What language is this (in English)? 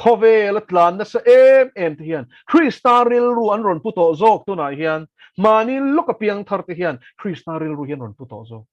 Mizo